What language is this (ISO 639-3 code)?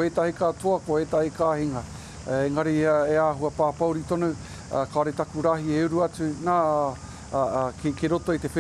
mri